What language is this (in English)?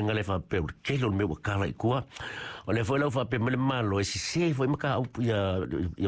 Samoan